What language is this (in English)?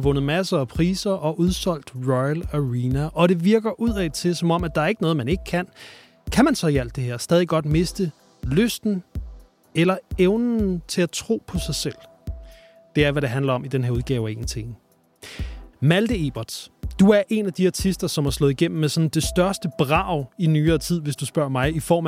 Danish